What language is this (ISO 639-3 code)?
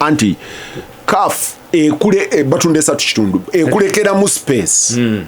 lug